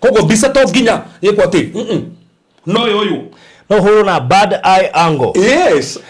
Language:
Kikuyu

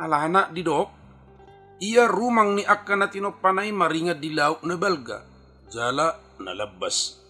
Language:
Batak Toba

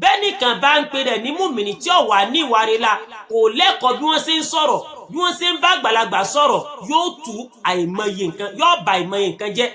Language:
Yoruba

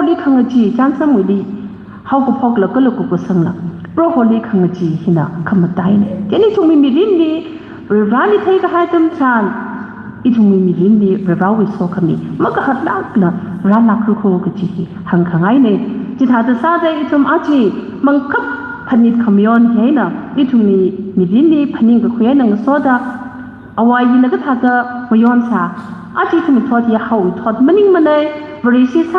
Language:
Tangkhul Naga (India)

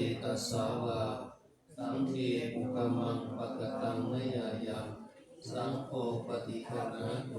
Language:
Pali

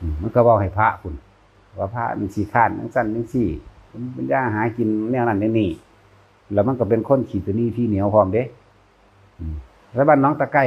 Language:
Northeastern Thai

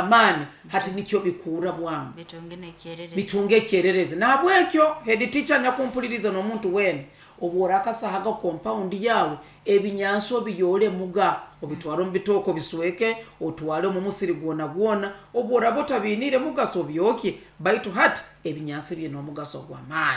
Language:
Nyoro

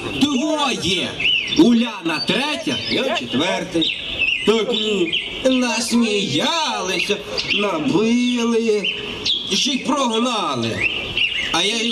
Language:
Ukrainian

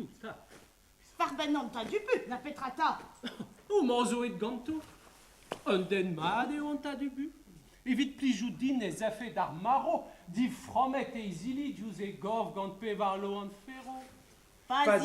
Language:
Breton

